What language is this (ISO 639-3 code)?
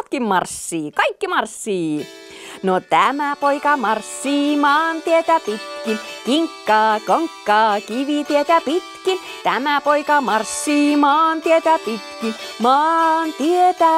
fin